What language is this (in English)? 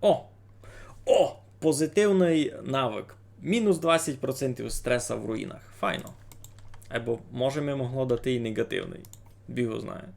Rusyn